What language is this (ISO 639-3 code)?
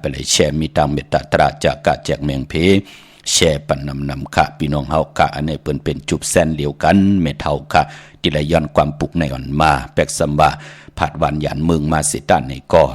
shn